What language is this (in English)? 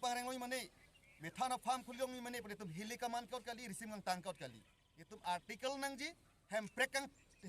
Karbi